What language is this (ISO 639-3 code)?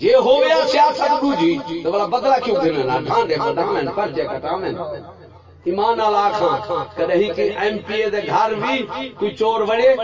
skr